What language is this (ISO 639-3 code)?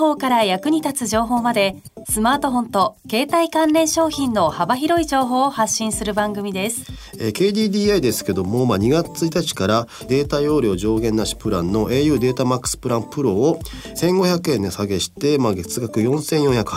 jpn